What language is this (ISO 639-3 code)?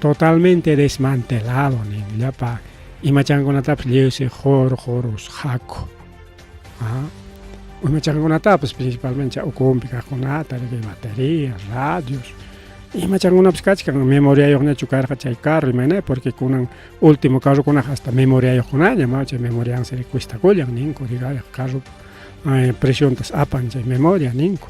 quy